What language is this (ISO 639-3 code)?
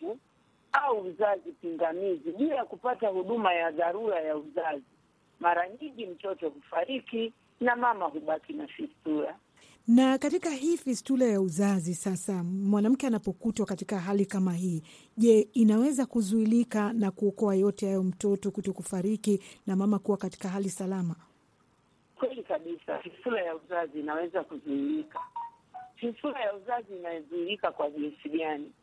swa